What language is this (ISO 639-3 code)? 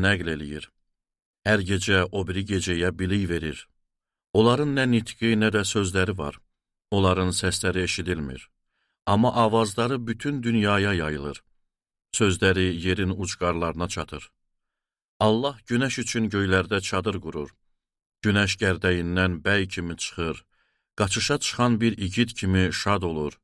aze